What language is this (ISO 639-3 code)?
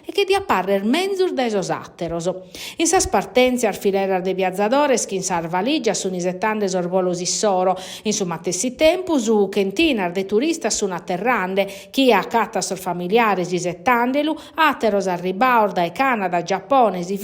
srd